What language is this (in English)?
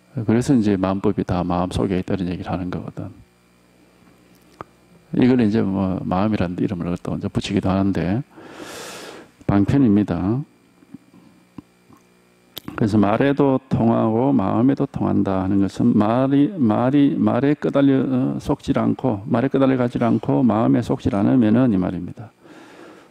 Korean